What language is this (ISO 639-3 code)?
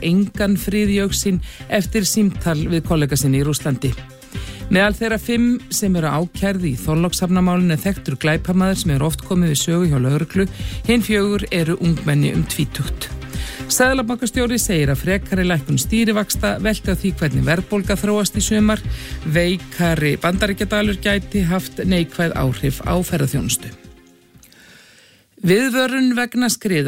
isl